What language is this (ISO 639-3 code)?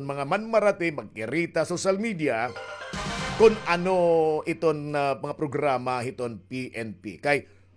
war